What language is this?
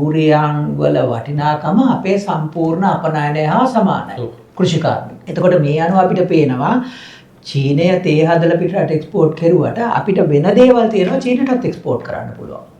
Sinhala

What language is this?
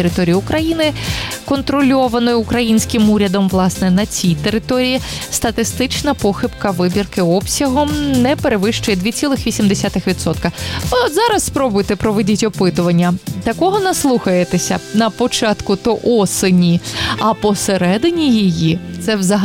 Ukrainian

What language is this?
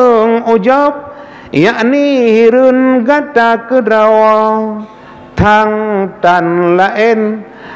Achinese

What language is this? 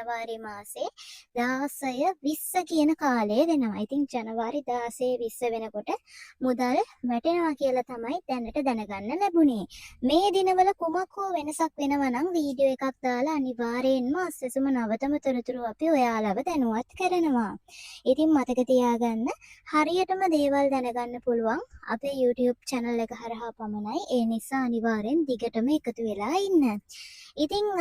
Sinhala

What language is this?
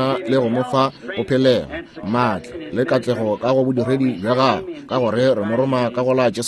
Northern Sotho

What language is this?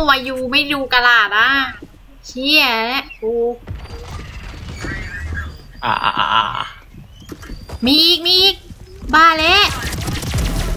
Thai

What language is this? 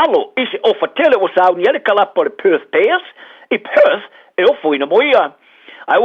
Samoan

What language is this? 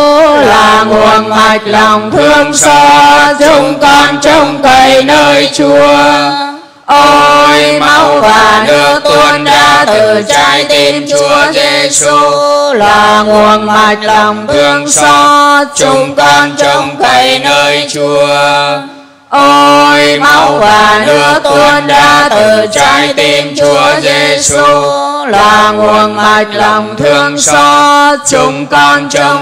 Vietnamese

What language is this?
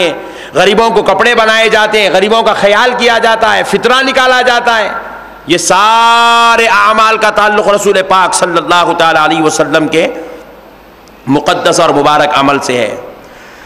Urdu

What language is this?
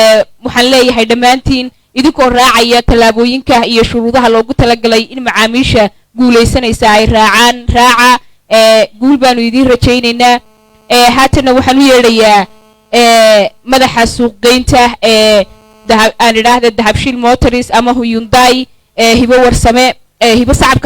Somali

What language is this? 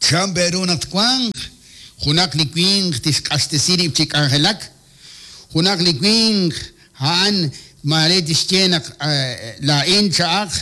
Kekchí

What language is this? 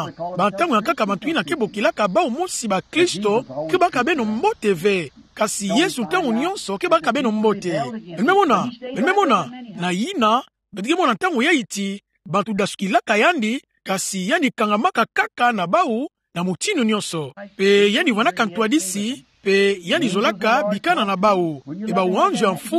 Kituba (Democratic Republic of Congo)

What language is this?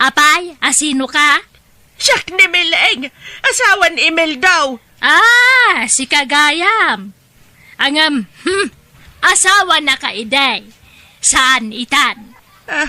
Iloko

